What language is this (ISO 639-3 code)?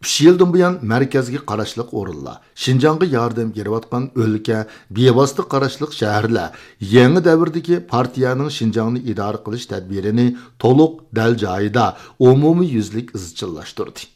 uig